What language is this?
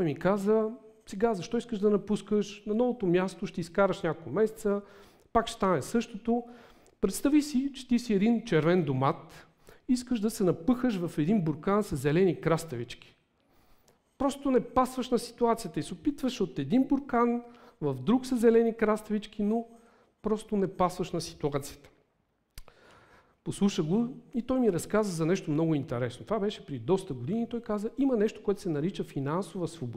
Bulgarian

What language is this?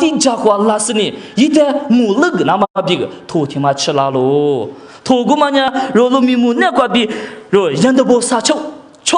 Lisu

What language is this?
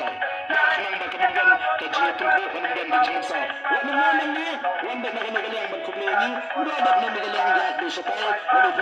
Khasi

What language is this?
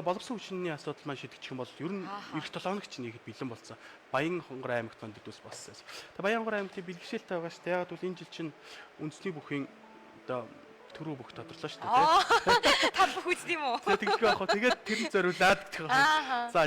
Mongolian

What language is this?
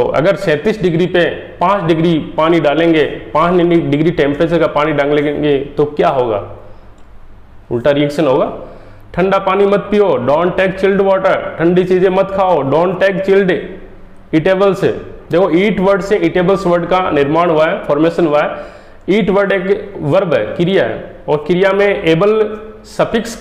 Hindi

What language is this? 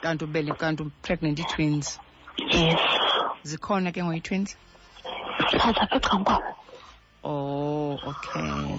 Xhosa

